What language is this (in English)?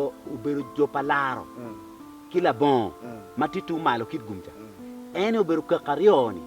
Acoli